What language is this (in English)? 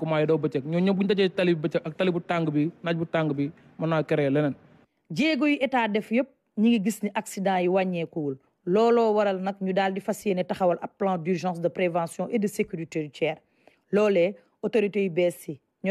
Wolof